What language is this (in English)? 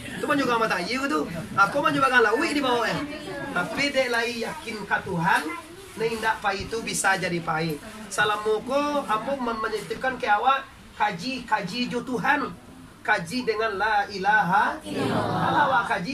Minangkabau